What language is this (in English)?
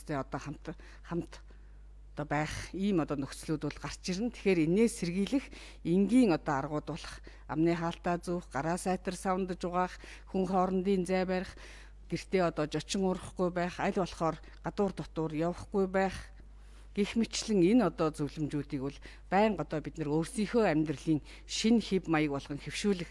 Mongolian